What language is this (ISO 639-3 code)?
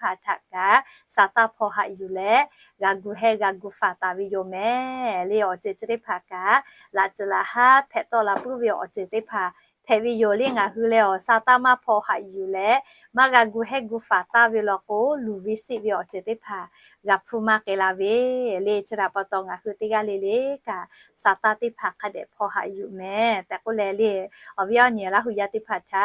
lhu